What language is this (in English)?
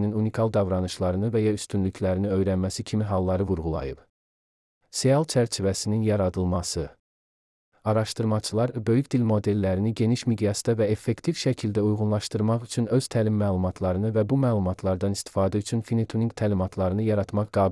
Azerbaijani